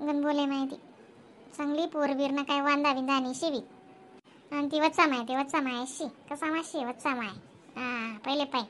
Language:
Khandesi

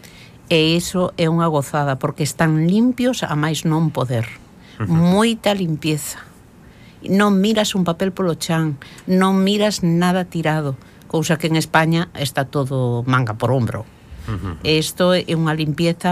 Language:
Galician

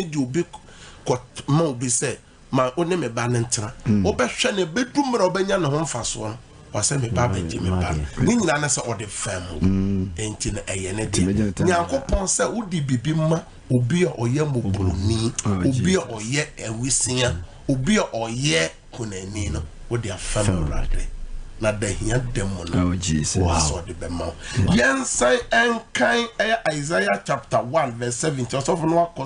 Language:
Akan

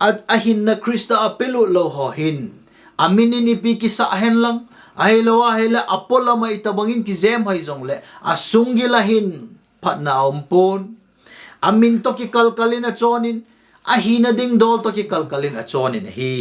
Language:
Thado Chin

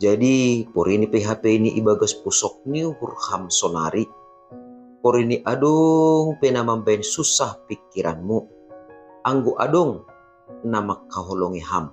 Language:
Batak Simalungun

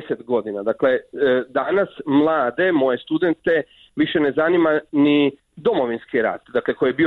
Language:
Croatian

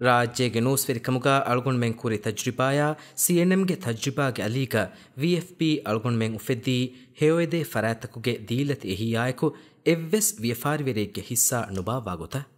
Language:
Divehi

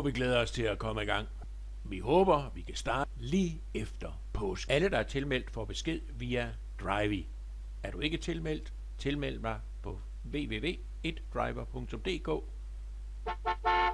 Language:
Danish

